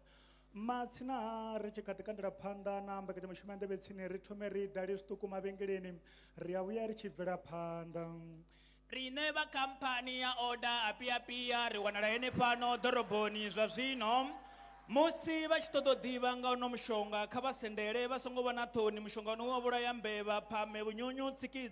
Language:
Venda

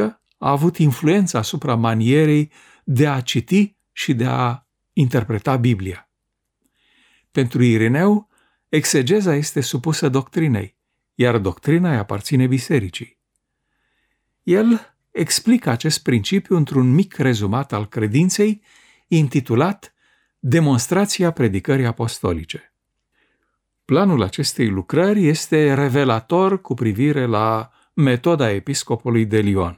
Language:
Romanian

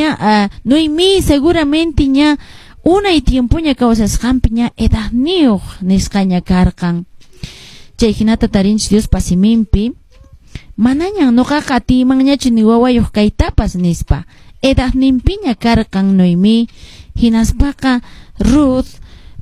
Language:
Quechua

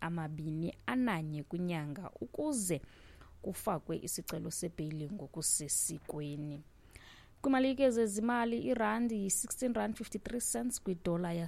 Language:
Xhosa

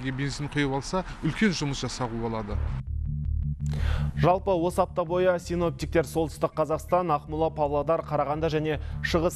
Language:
Kazakh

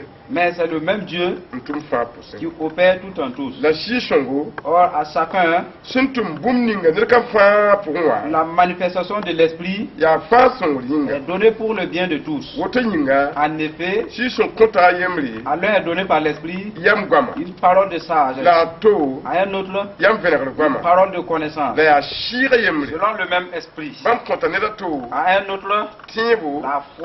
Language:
Mossi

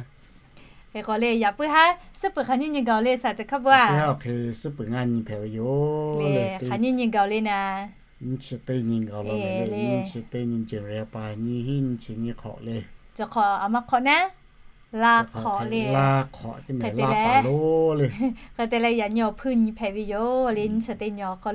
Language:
Lahu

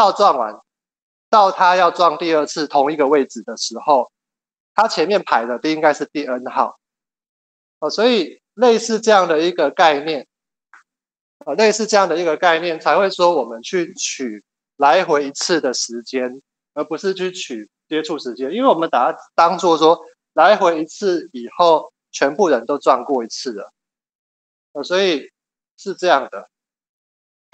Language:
Chinese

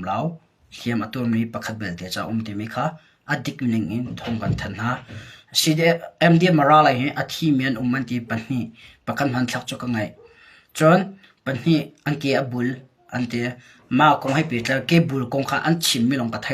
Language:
Hakha Chin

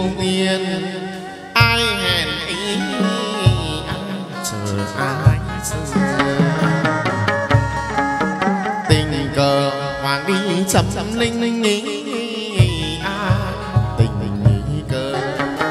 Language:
Vietnamese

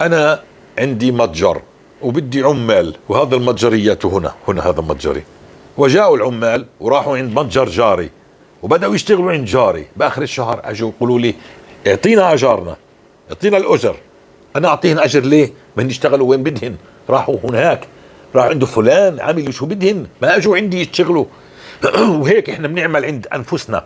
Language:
North Levantine Arabic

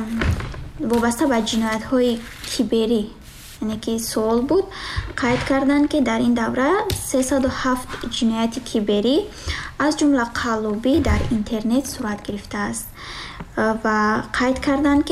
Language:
Tajik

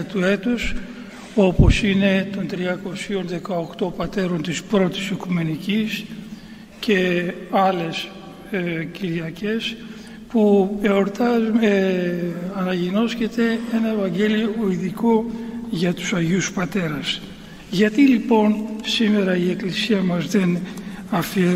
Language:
Greek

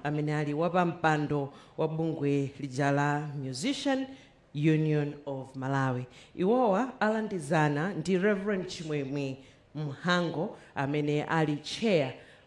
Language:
Nyanja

